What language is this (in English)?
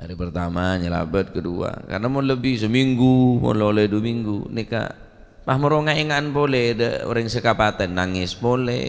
Madurese